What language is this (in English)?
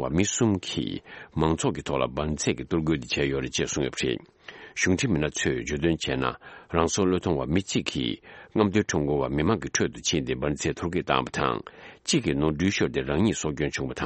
Tibetan